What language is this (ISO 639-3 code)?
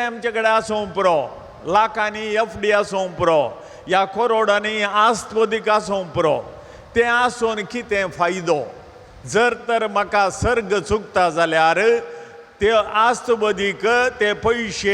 kok